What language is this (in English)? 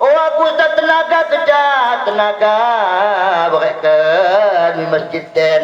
Batak Dairi